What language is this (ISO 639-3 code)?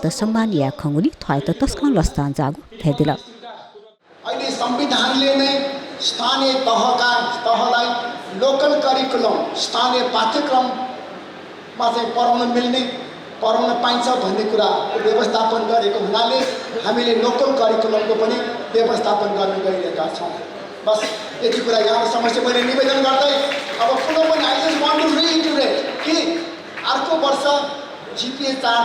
new